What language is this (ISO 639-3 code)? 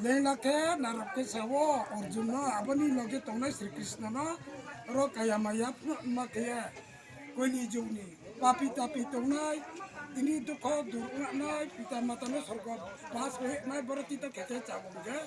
ria